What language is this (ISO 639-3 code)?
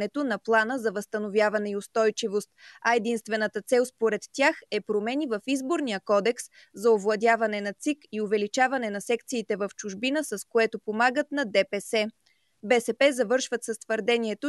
bul